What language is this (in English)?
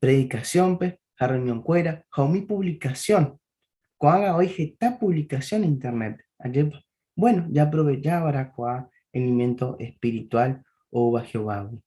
Guarani